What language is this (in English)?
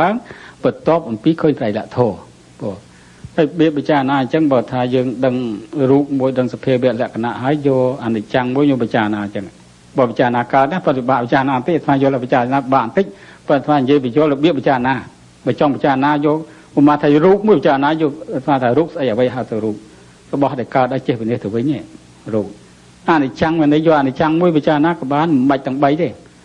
Khmer